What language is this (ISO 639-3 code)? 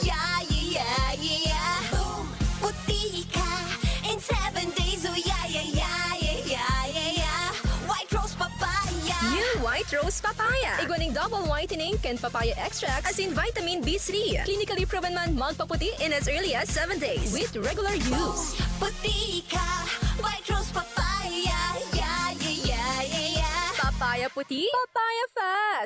bik